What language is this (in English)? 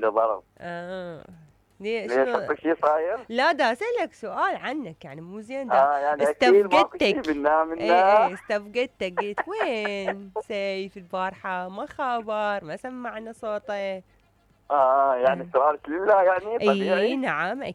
Mesopotamian Arabic